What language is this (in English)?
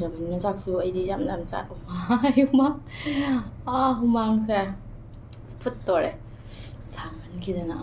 Manipuri